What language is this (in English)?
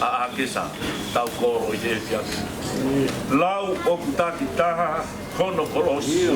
Tongan